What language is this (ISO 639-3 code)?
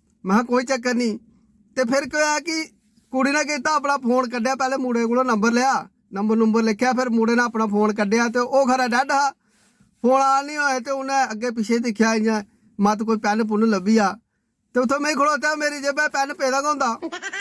doi